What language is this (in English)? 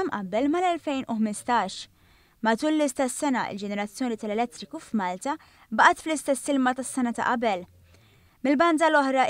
Maltese